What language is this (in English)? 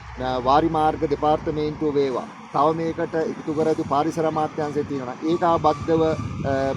Sinhala